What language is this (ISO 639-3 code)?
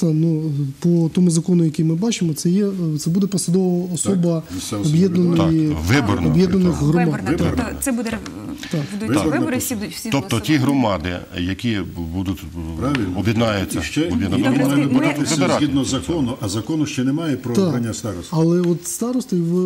ukr